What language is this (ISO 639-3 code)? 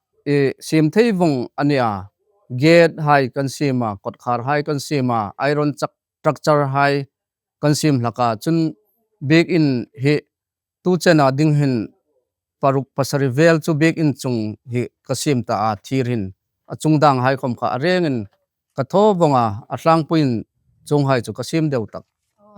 hmr